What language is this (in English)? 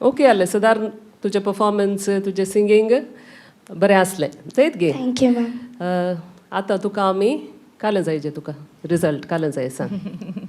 Konkani